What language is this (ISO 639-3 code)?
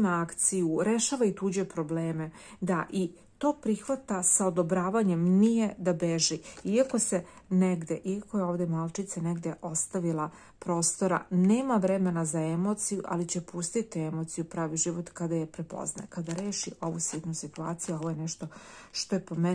srp